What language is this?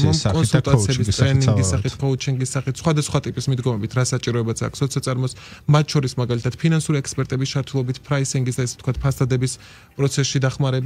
Georgian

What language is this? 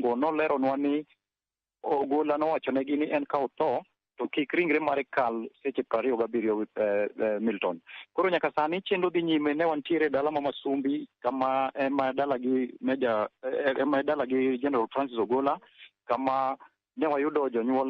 Luo (Kenya and Tanzania)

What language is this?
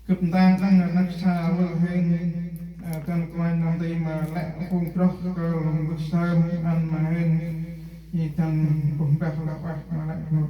Central Mnong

